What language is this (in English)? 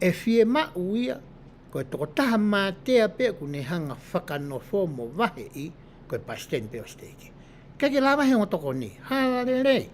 Tongan